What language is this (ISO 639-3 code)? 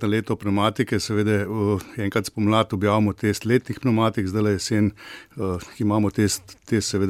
slv